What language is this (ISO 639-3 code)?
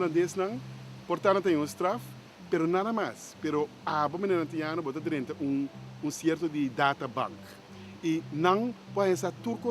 pap